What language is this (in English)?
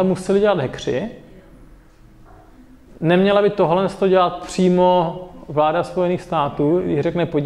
Czech